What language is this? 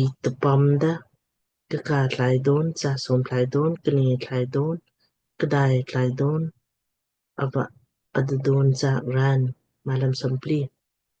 Lamkang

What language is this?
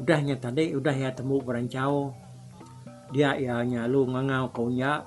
Iban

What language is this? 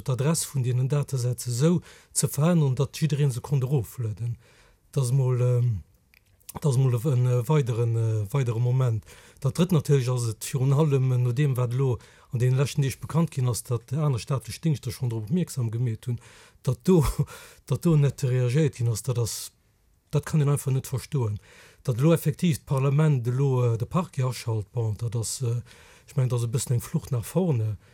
Luxembourgish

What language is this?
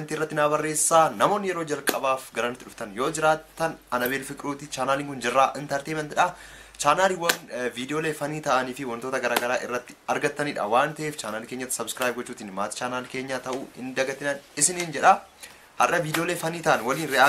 Oromo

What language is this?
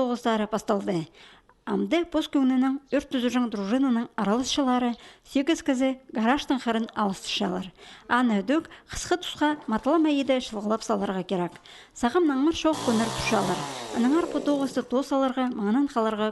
Khakas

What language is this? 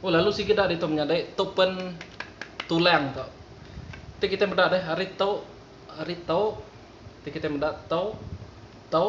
Iban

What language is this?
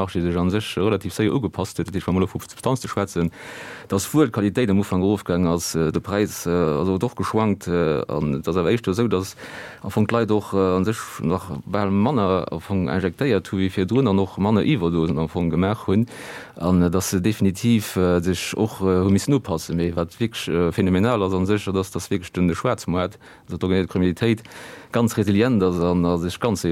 Luxembourgish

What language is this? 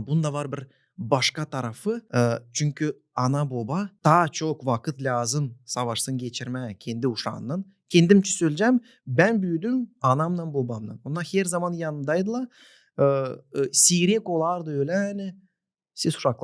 Gagauz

